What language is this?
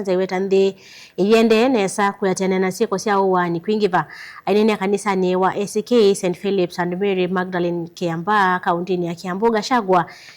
Kamba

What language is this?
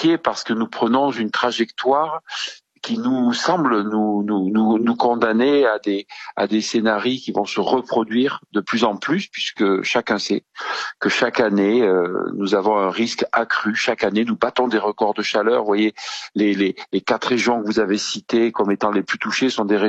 French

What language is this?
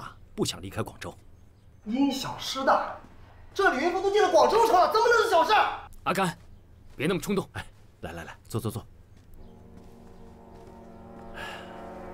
Chinese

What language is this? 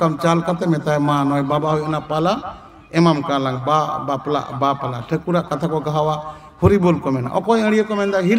Santali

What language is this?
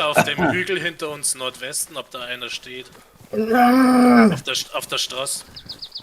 Bavarian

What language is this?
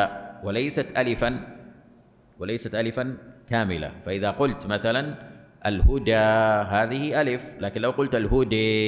Arabic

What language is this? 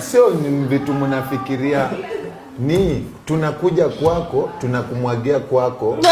Swahili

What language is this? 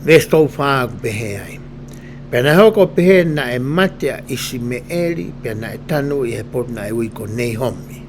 Tongan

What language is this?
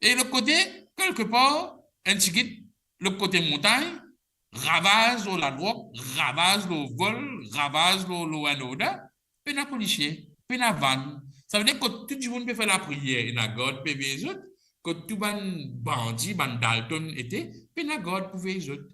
Morisyen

